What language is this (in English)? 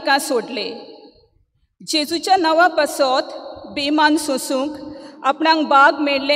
Konkani